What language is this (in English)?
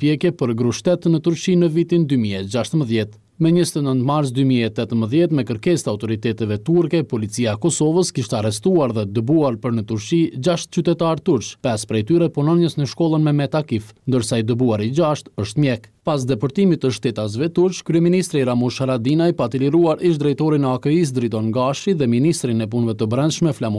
Albanian